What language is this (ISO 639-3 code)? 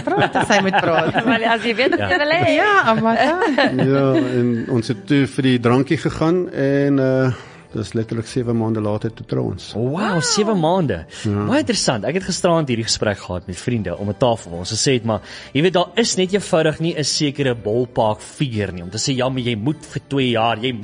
afr